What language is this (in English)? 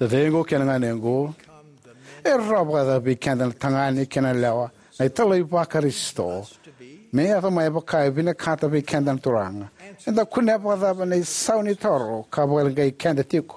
Fijian